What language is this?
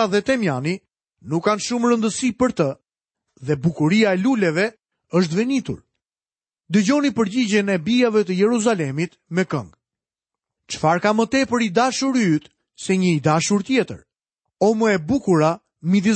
Albanian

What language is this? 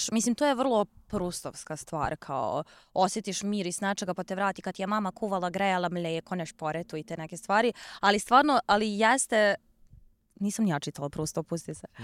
Serbian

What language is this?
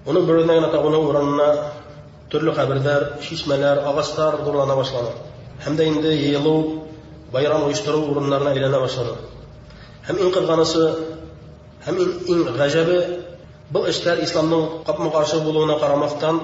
Bashkir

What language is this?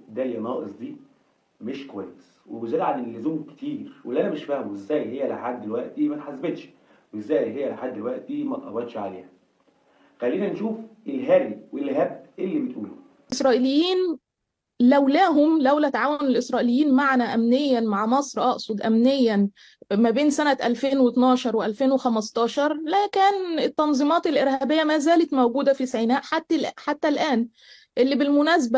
Egyptian Arabic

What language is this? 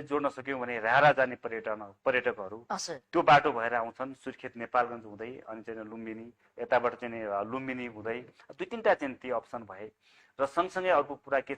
Nepali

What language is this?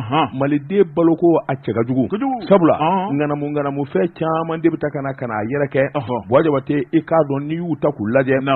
Bambara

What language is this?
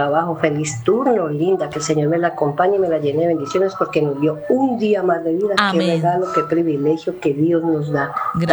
Spanish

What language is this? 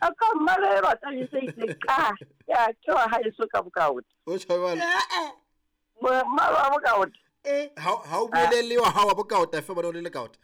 Southern Sotho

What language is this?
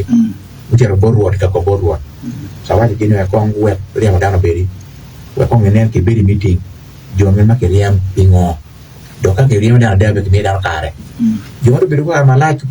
Acoli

